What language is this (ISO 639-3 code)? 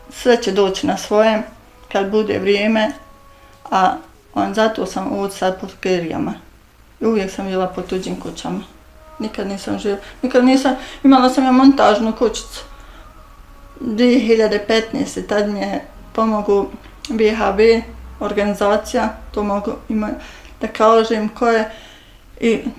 bos